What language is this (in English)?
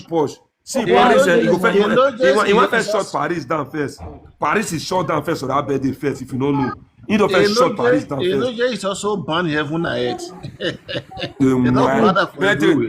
Nigerian Pidgin